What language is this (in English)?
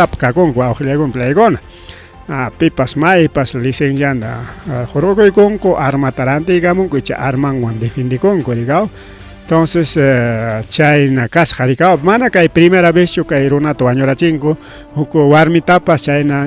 Ayacucho Quechua